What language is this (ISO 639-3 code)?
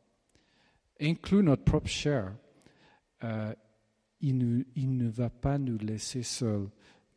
fra